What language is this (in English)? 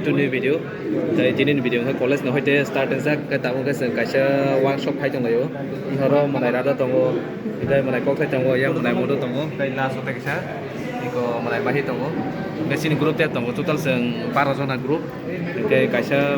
Kok Borok